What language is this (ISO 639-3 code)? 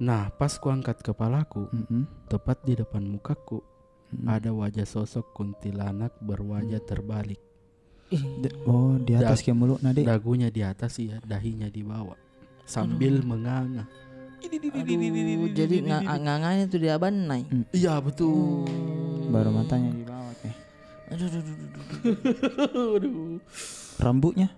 mfp